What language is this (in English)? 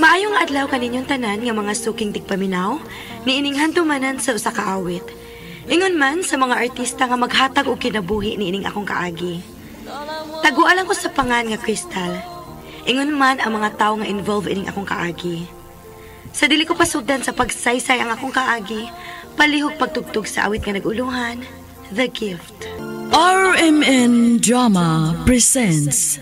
Cebuano